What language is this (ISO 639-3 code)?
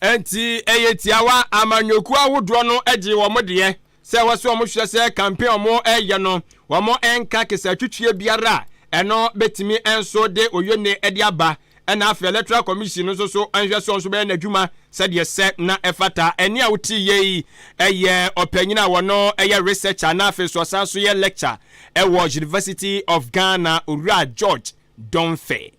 aka